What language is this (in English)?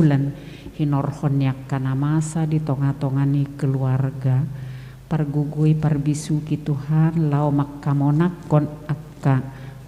Batak Toba